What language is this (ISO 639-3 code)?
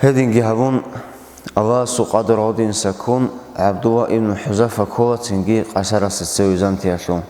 ava